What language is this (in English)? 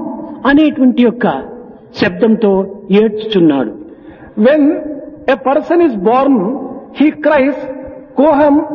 Telugu